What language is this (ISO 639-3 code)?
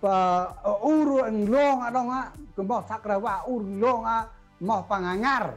cmo